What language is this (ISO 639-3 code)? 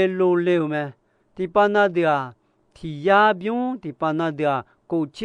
ahk